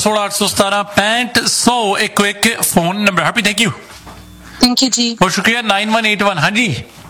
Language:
Punjabi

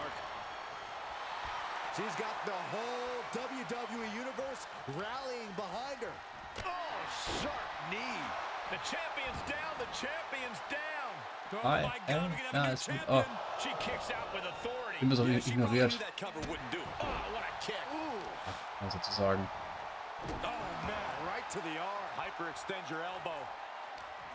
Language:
German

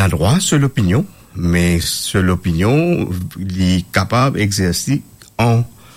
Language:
Morisyen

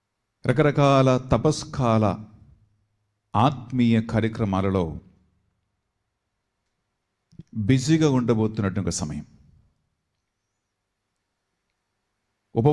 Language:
Telugu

